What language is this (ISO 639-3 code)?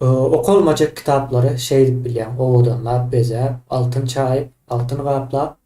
tuk